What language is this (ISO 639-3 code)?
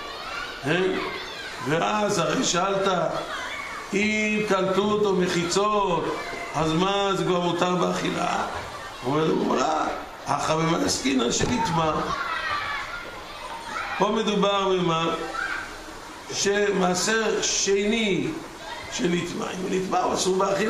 heb